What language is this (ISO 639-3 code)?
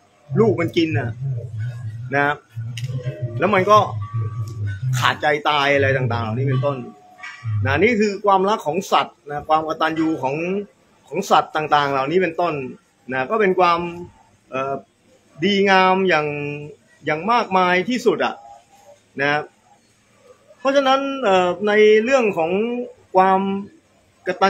tha